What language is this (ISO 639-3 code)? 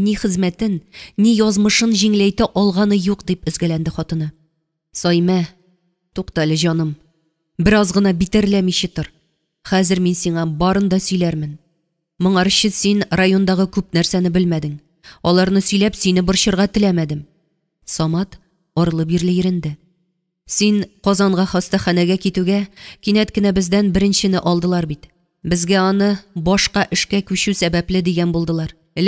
tat